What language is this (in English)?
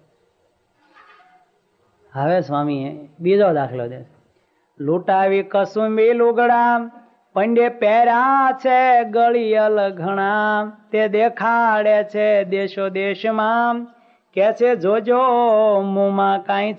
Gujarati